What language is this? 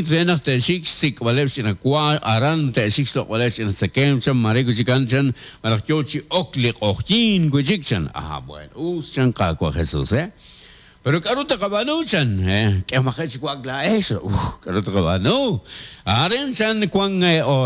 Kekchí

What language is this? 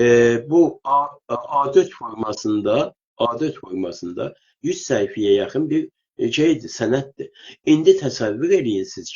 South Azerbaijani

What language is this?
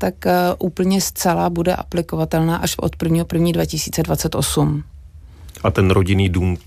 Czech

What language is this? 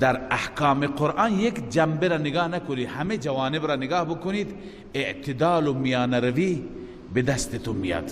Persian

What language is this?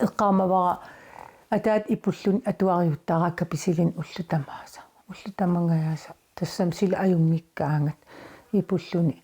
Kalaallisut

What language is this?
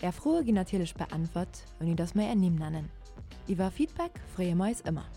Luxembourgish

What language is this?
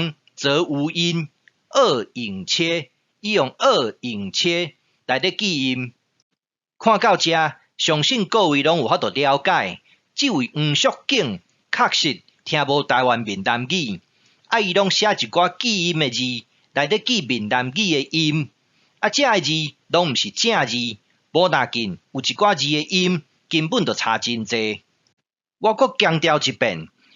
Min Nan Chinese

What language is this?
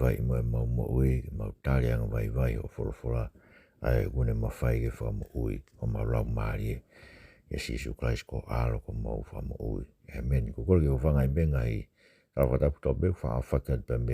Tongan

